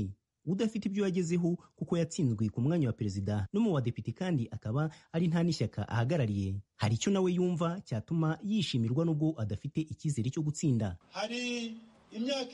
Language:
Kinyarwanda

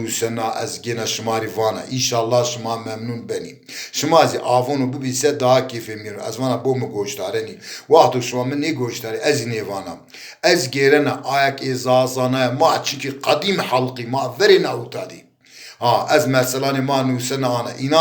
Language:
Zaza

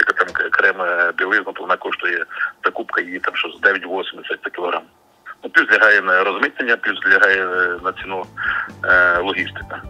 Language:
Ukrainian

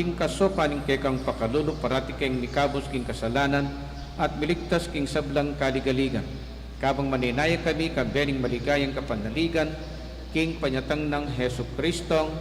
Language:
Pampanga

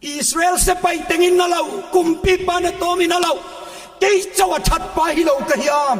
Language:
Paite Chin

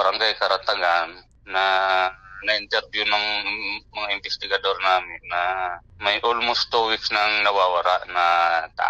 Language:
Bikol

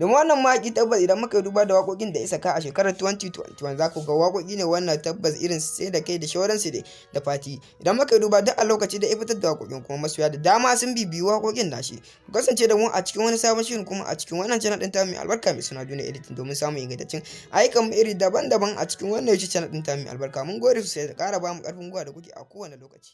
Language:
Hausa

